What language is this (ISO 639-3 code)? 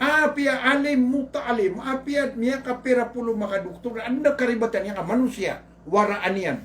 mrw